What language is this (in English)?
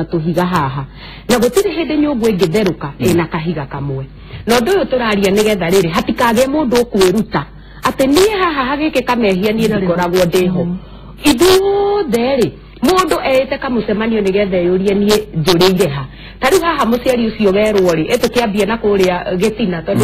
Kikuyu